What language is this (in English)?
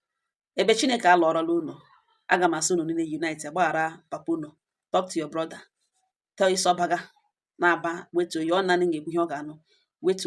Igbo